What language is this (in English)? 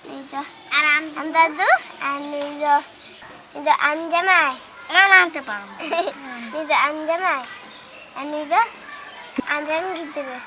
Santali